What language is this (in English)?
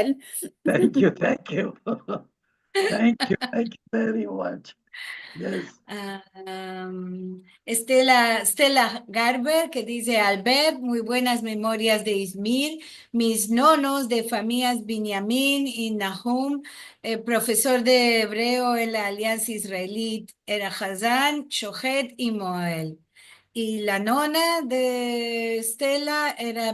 Ladino